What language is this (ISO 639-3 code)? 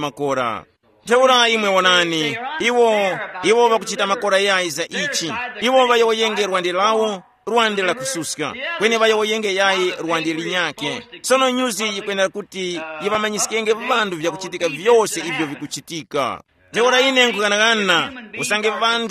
tum